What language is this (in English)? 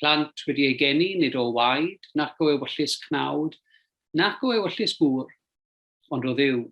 Welsh